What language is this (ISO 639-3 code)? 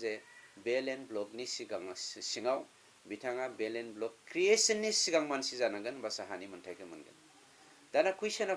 brx